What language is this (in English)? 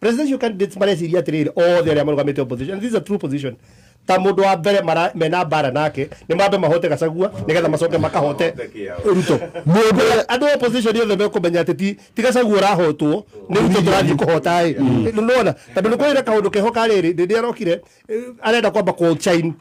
Kikuyu